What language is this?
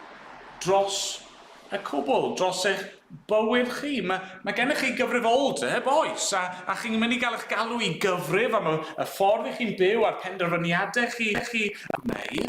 Welsh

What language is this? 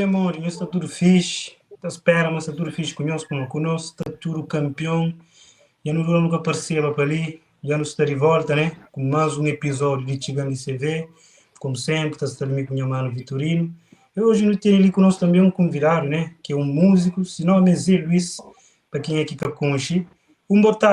Kabuverdianu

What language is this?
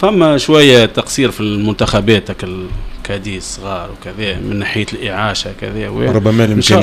Tunisian Arabic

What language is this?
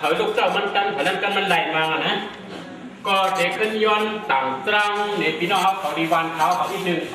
Shan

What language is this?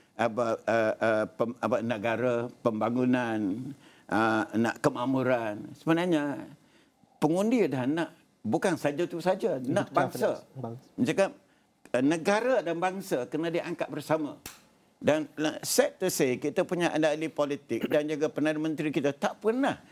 Malay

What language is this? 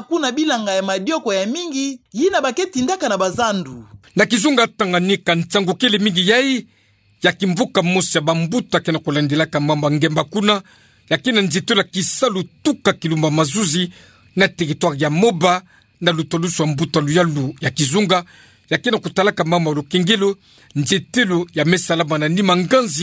Kituba (Democratic Republic of Congo)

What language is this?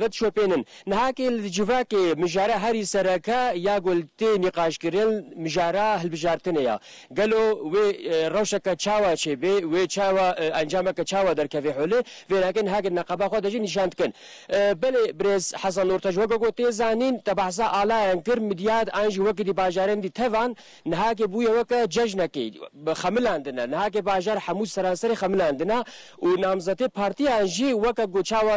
Kurdish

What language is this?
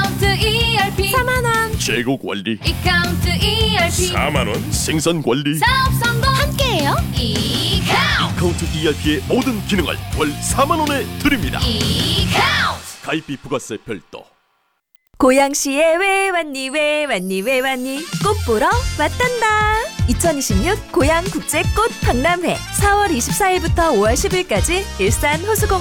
Korean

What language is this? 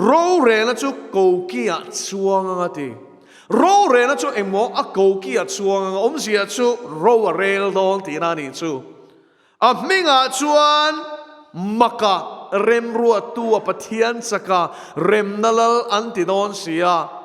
Mizo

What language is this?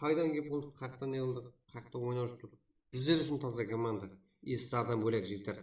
Kara-Kalpak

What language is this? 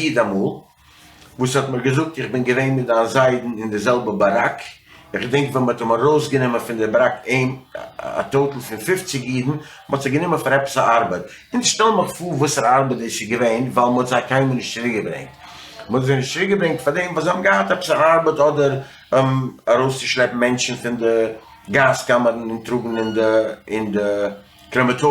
Yiddish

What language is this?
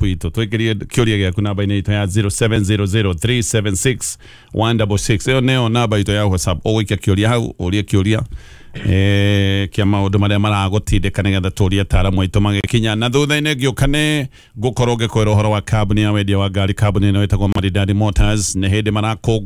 Kikuyu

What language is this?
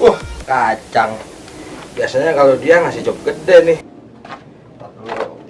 Betawi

